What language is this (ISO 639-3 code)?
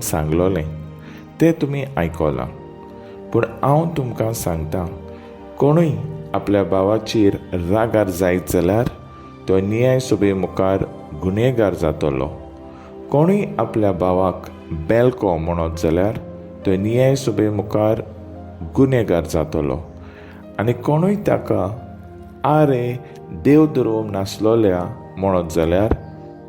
kok